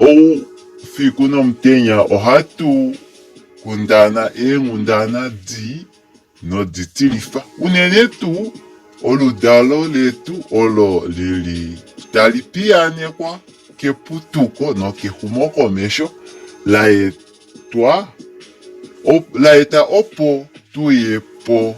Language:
Kuanyama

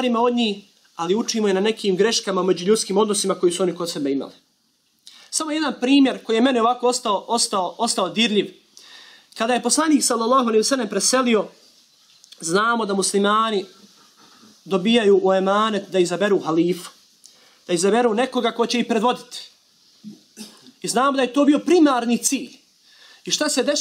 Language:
Bosnian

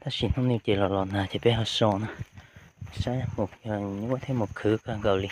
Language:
Hmong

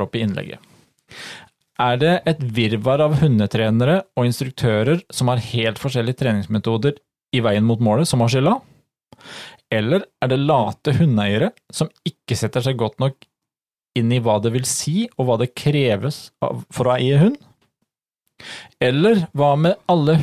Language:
Norwegian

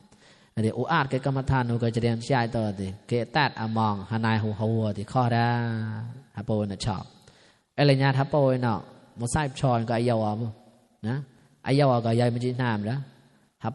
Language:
Mon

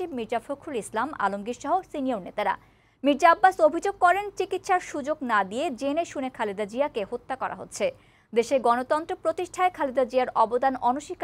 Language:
Bangla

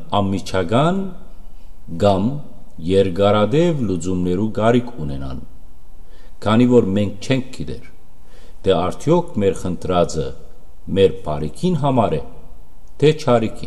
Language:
Western Armenian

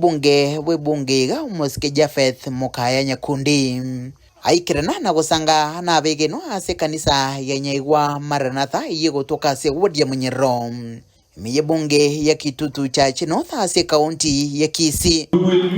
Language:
Gusii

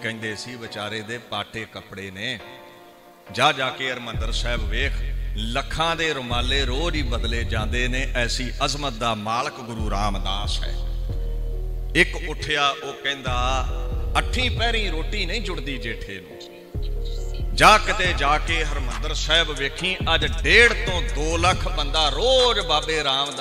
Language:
Punjabi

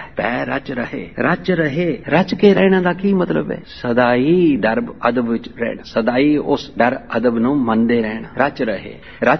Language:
Punjabi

